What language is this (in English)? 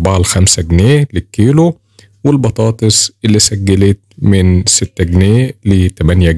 Egyptian Arabic